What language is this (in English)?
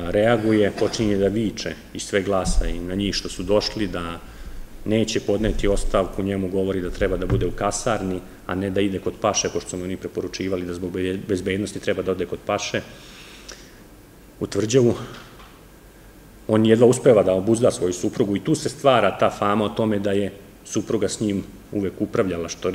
Serbian